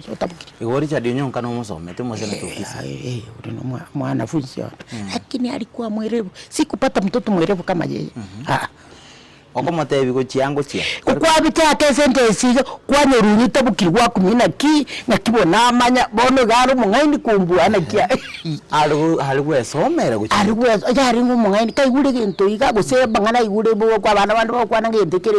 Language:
Gusii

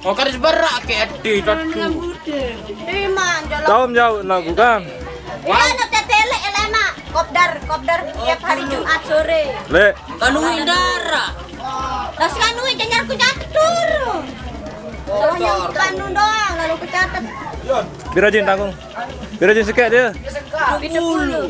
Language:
Sasak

